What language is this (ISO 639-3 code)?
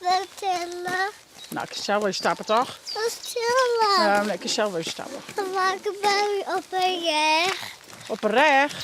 fry